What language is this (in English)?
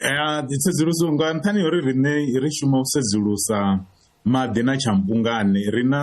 Venda